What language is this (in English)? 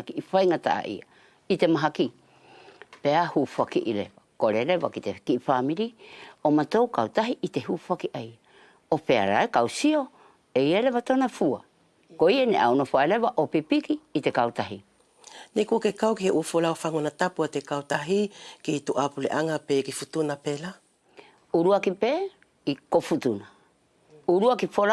Wallisian